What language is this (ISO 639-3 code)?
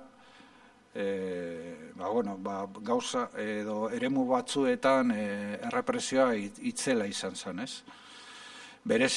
eus